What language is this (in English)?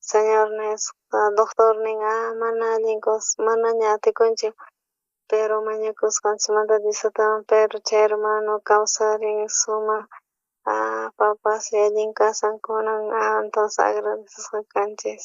South Bolivian Quechua